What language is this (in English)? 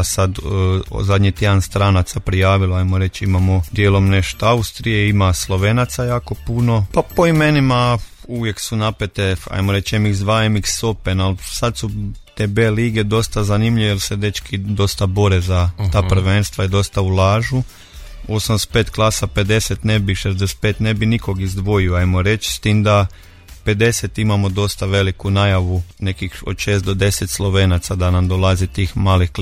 Croatian